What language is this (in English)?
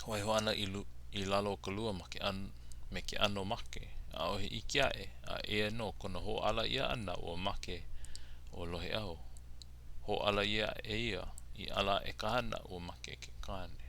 Hawaiian